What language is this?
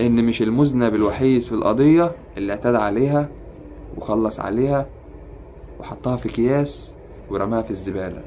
Egyptian Arabic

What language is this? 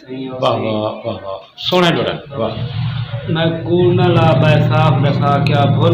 Saraiki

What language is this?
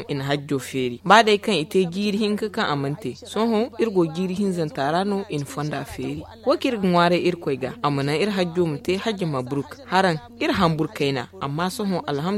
Zarma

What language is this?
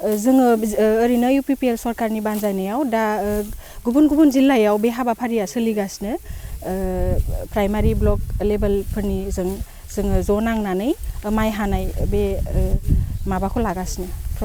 Bodo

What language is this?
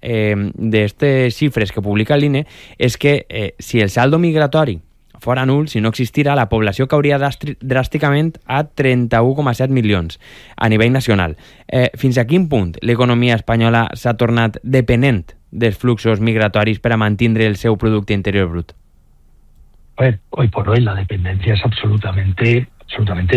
Catalan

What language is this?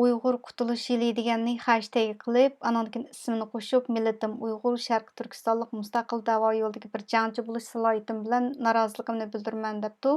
Uyghur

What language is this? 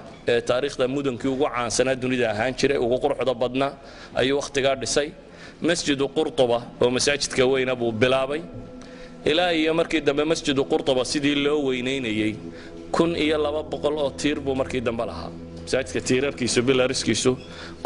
Somali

